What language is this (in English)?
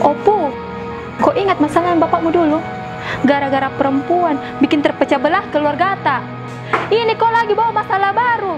Makassar Malay